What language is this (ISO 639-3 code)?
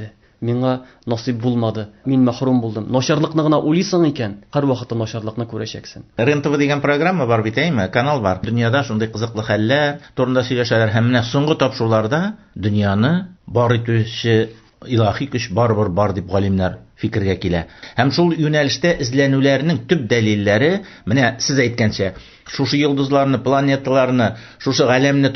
tat